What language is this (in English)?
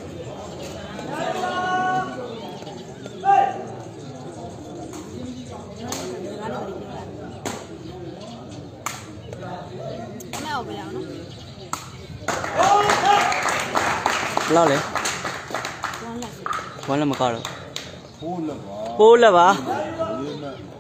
Burmese